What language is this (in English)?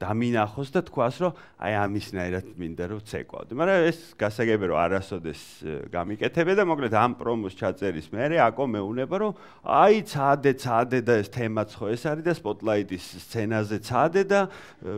Georgian